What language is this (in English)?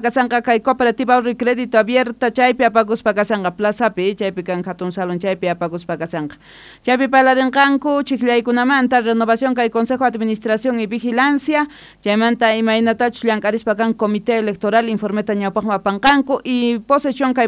South Bolivian Quechua